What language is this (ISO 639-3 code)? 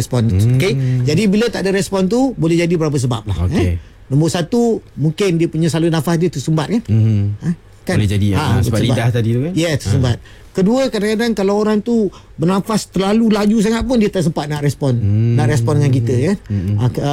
msa